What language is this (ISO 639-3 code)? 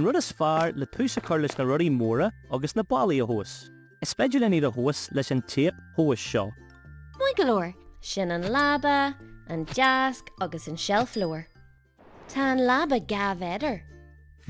gle